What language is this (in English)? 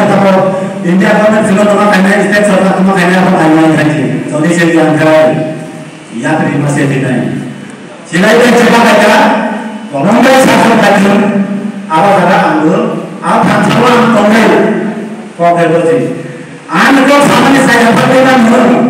Kok Borok